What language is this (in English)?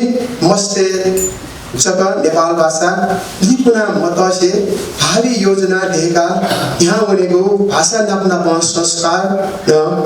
Newari